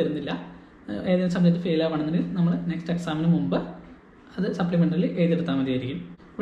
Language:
Malayalam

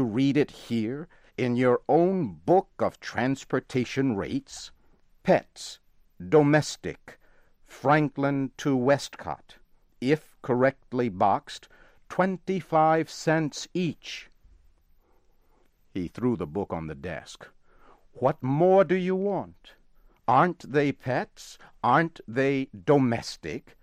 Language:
English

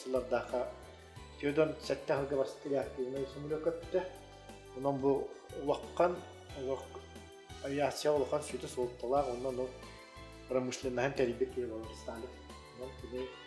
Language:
Yakut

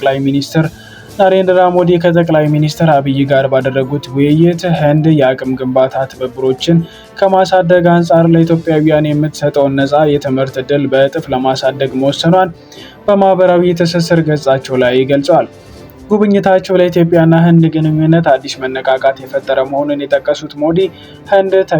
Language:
Amharic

